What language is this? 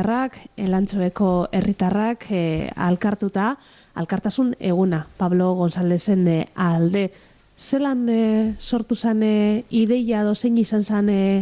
Basque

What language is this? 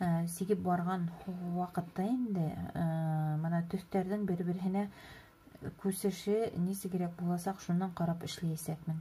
Bashkir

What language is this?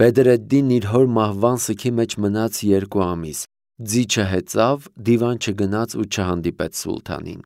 Armenian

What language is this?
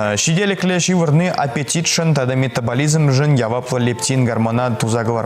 Chuvash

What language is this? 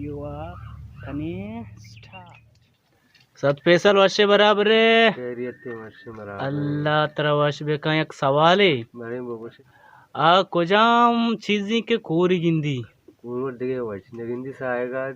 Baluchi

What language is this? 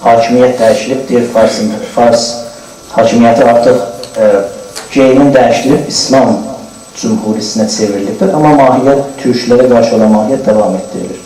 South Azerbaijani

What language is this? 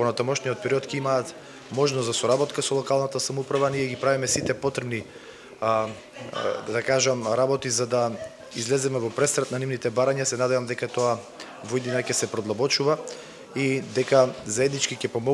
Macedonian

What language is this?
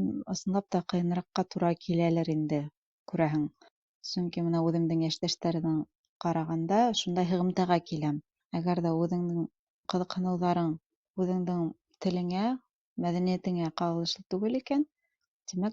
Bashkir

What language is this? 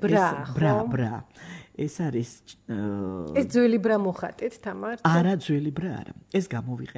Georgian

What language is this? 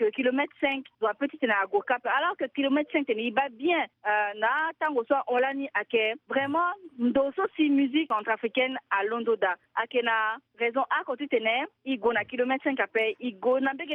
Sango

